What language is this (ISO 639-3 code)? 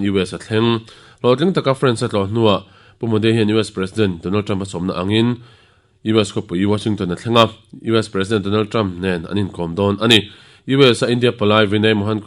lus